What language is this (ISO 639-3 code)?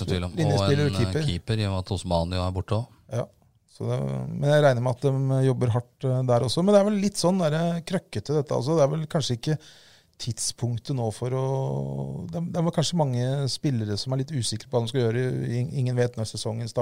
nor